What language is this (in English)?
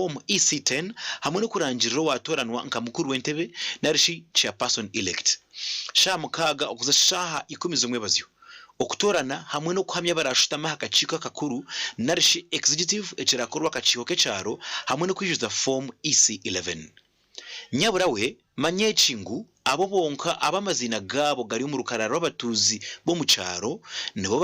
Nyankole